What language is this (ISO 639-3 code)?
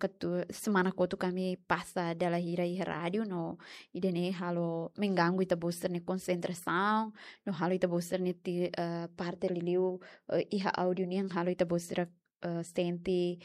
tet